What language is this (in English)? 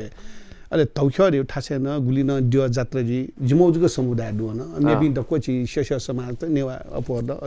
Newari